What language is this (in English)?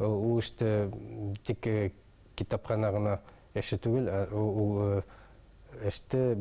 Bashkir